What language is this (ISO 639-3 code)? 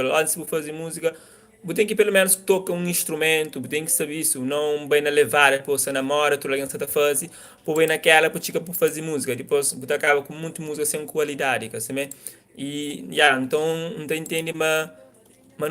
kea